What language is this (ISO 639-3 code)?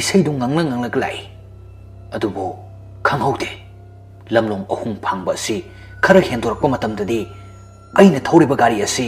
mni